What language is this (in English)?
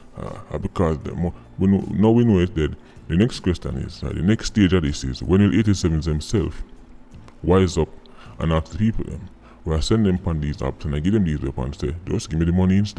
Jamaican Creole English